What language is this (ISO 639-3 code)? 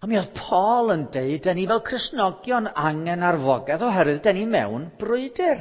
cym